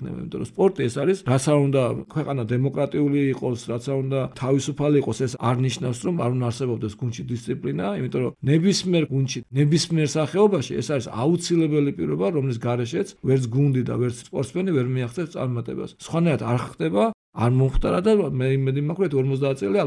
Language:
Georgian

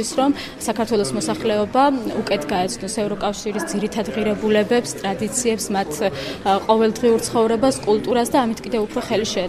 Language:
Georgian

